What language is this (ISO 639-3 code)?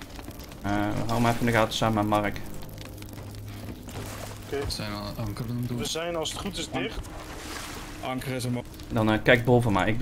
nld